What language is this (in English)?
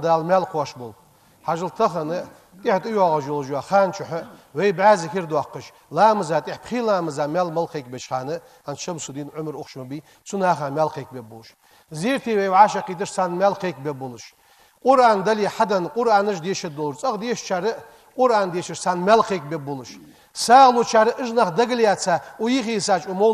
Ingush